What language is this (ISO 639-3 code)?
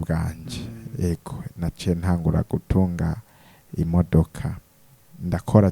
run